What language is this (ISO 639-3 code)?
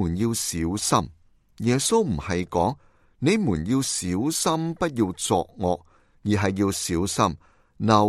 yue